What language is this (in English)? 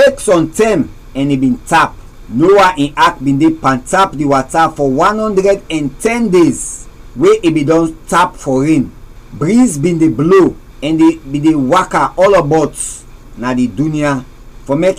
Krio